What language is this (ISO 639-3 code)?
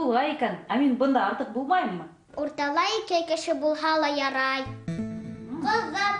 bak